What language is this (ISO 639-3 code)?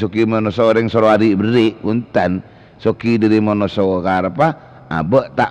mad